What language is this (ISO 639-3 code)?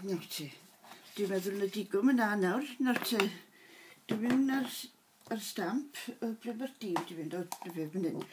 cym